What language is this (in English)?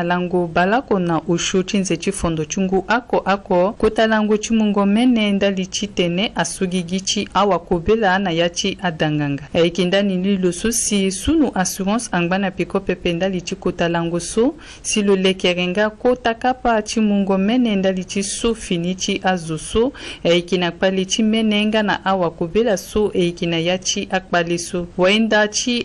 Sango